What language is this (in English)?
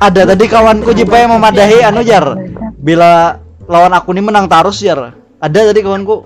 Banjar